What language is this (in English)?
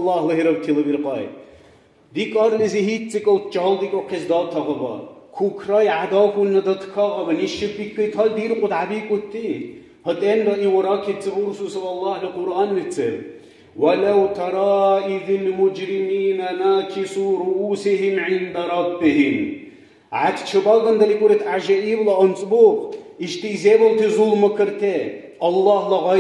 Dargwa